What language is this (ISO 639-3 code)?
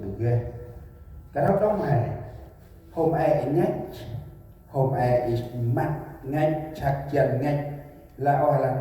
cmo